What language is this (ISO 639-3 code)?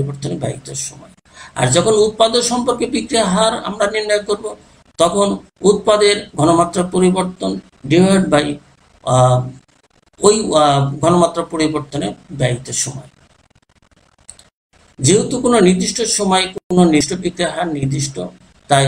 ben